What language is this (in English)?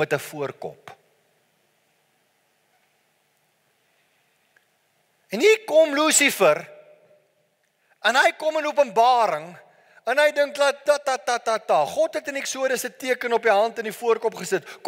Afrikaans